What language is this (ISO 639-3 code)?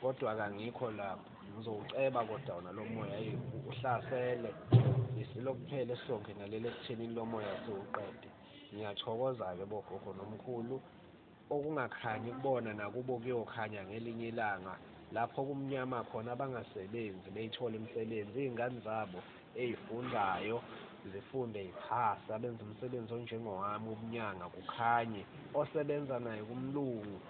zul